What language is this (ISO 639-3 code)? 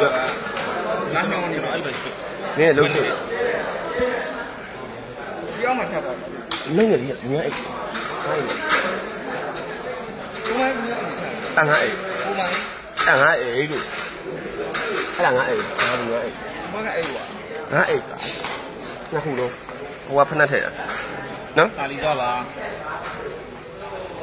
mya